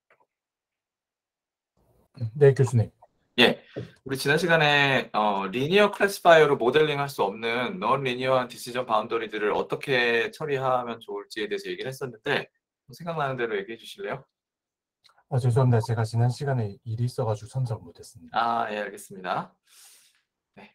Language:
Korean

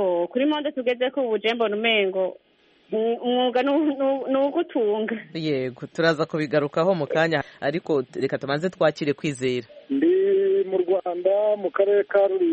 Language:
Kinyarwanda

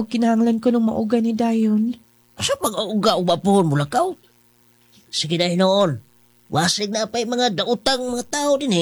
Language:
Cebuano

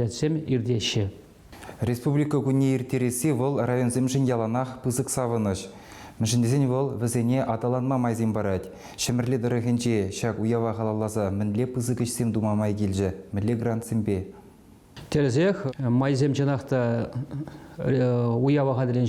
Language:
Chuvash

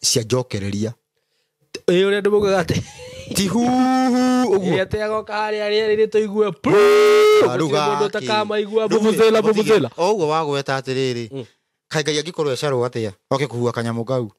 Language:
Kikuyu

